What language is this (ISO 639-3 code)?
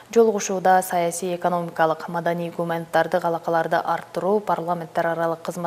kir